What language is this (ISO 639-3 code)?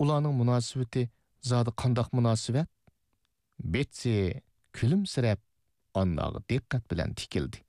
uig